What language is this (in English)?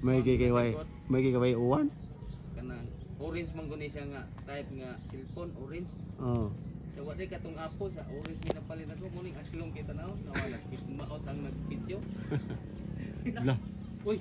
Cebuano